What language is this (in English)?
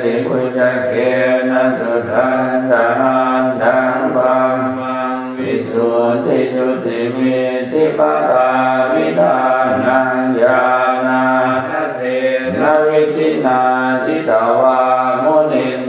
Pali